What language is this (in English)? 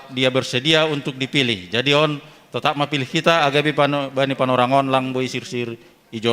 Batak Simalungun